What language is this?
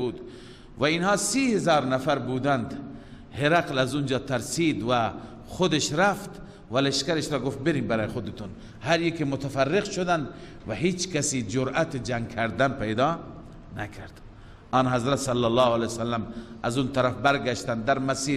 Persian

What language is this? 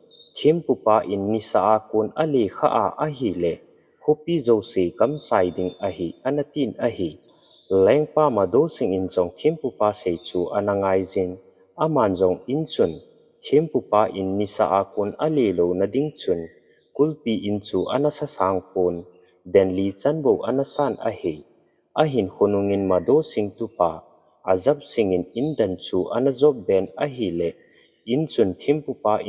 Thado Chin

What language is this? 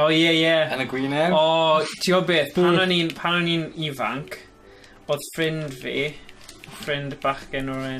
Welsh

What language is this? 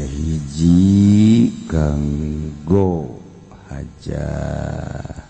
Sundanese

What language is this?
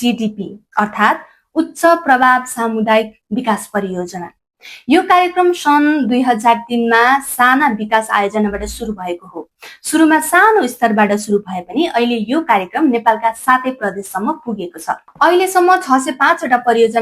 Nepali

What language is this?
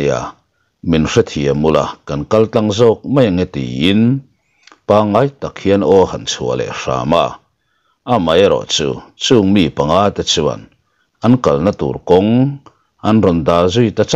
Mizo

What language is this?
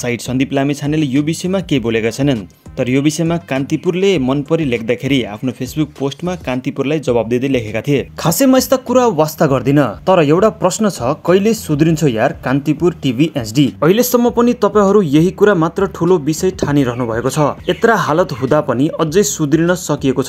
Nepali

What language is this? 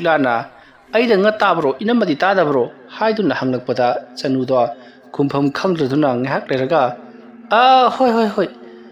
Manipuri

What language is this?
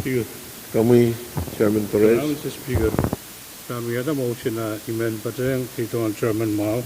Pohnpeian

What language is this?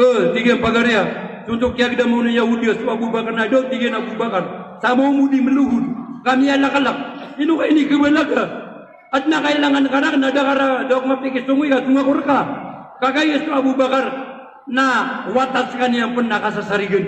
Maranao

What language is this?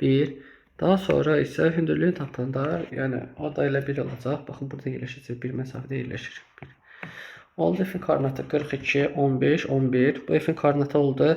Azerbaijani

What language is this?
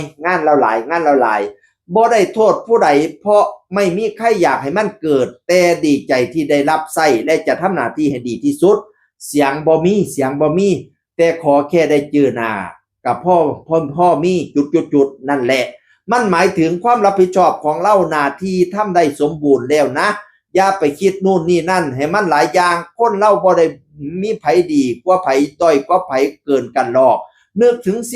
Northeastern Thai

